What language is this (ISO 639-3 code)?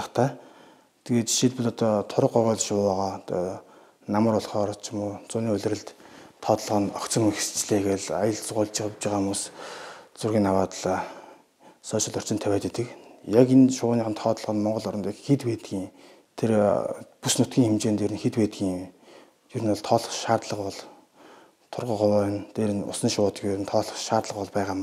mon